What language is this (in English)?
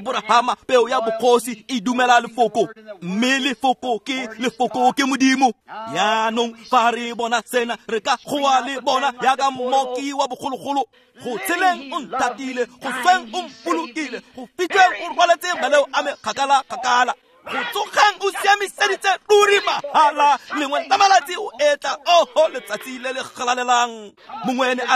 Tswana